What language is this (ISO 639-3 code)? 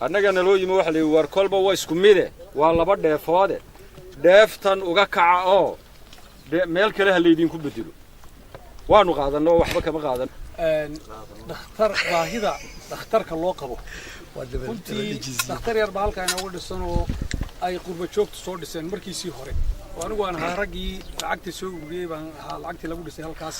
som